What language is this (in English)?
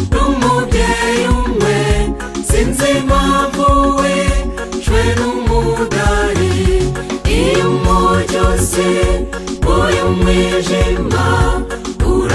Kinyarwanda